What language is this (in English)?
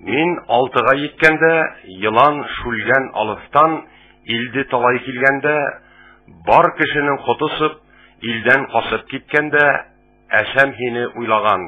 Bashkir